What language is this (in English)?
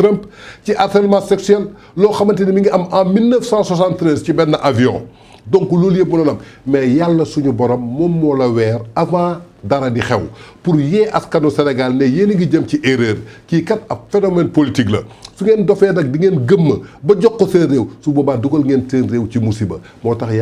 Wolof